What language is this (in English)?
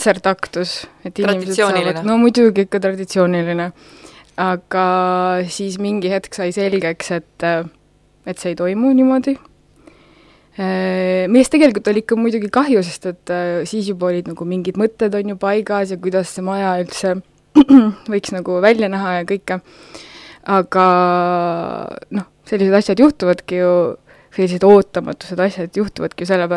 Estonian